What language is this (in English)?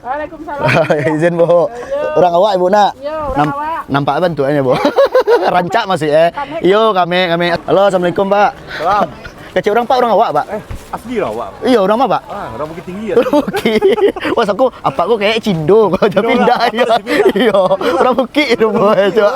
Minangkabau